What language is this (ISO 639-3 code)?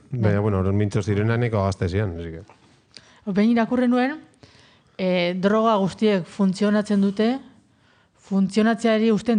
eus